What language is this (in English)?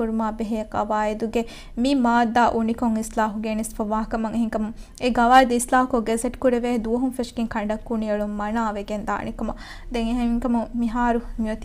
Divehi